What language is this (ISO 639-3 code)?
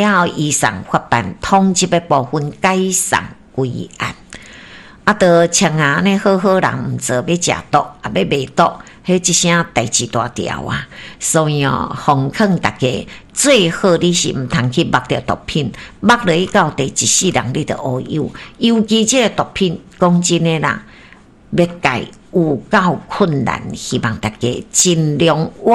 nan